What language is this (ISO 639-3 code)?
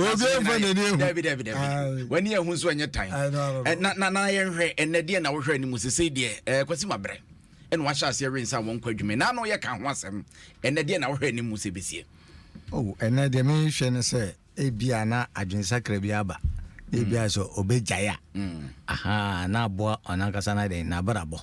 aka